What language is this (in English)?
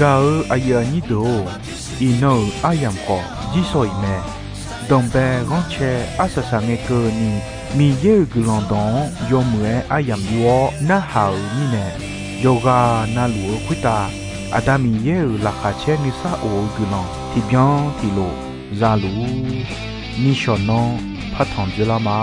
Akha